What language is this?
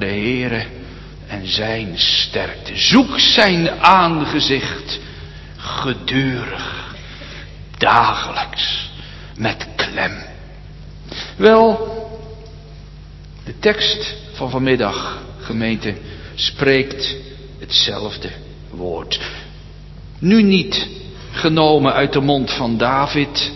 Dutch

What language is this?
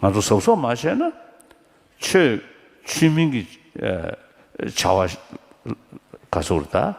Tibetan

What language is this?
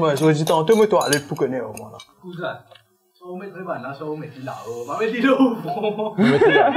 Morisyen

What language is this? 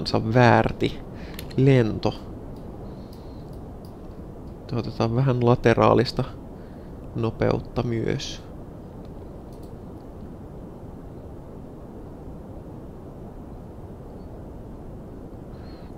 Finnish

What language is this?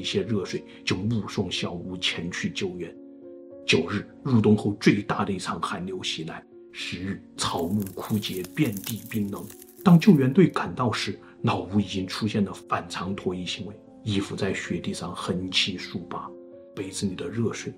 Chinese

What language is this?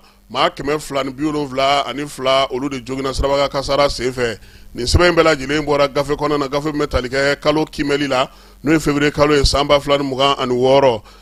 Bambara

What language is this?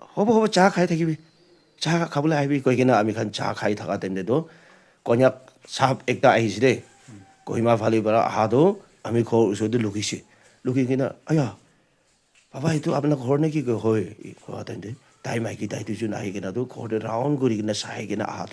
Naga Pidgin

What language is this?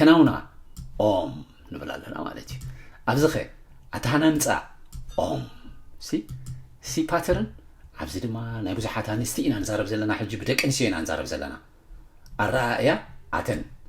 Tigrinya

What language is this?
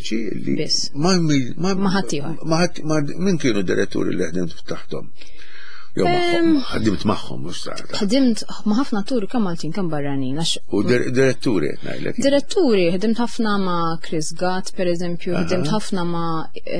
Maltese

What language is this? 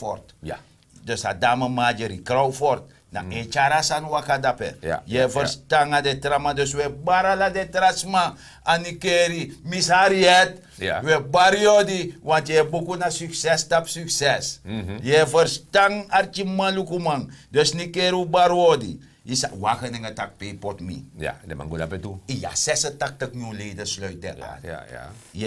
Sranan Tongo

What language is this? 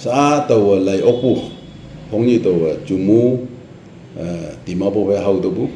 Naga Pidgin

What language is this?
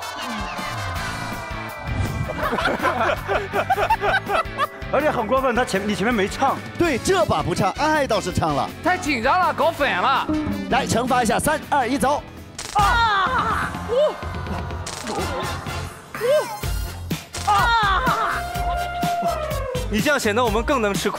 Chinese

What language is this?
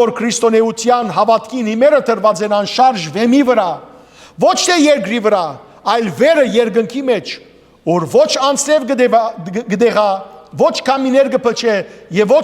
Western Armenian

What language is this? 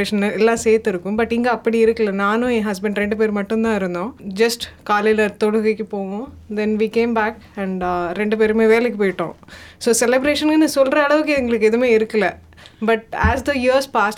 Tamil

